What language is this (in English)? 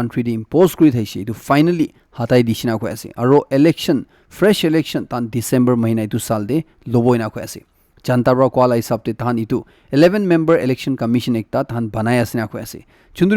Naga Pidgin